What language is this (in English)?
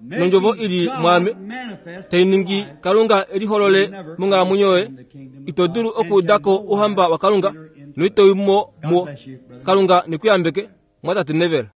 Kuanyama